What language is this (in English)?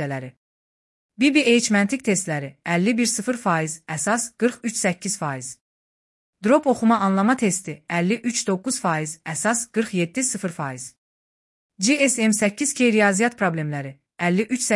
Azerbaijani